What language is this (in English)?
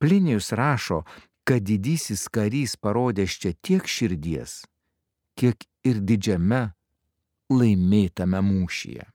Lithuanian